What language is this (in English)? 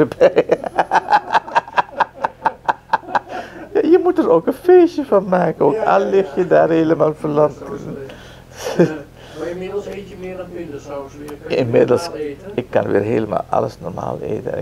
Dutch